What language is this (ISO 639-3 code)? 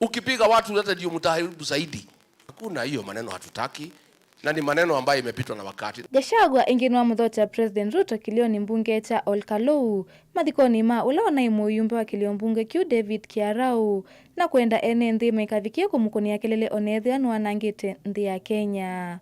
kam